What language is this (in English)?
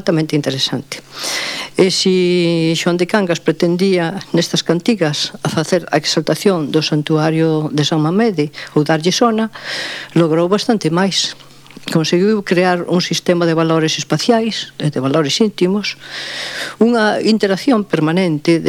Galician